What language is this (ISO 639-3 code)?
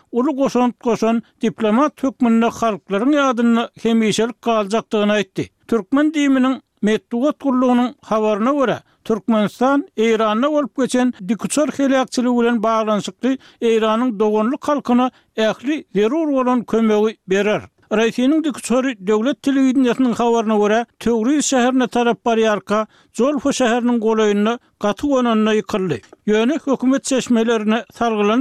tuk